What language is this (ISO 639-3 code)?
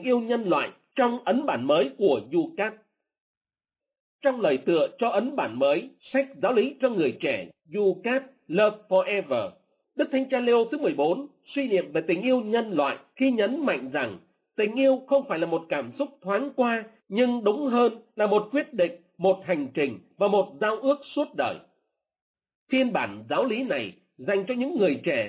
vie